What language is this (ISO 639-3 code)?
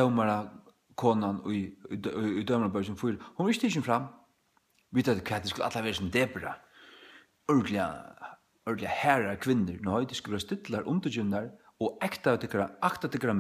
fao